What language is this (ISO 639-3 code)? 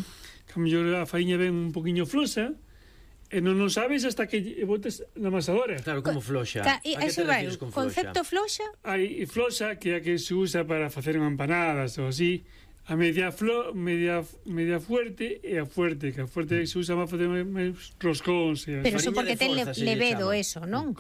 glg